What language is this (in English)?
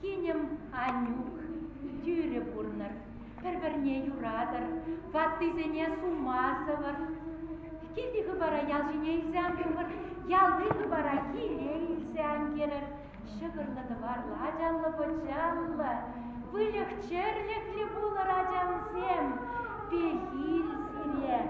Chuvash